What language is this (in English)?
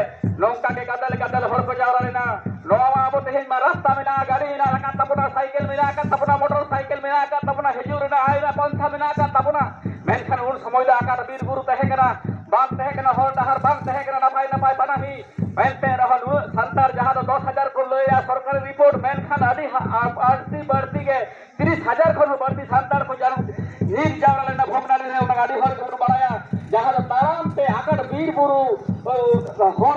Santali